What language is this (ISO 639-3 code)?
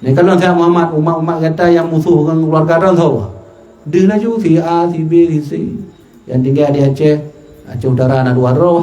ace